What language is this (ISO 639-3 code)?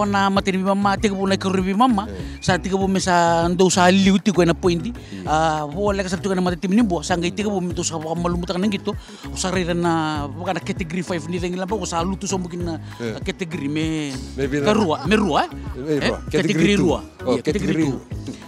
fij